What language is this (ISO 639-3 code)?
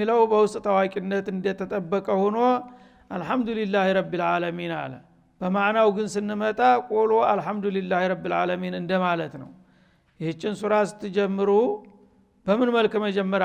amh